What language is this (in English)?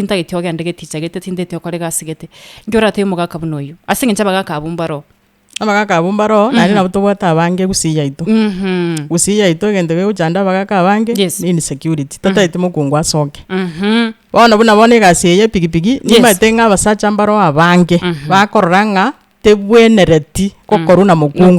Gusii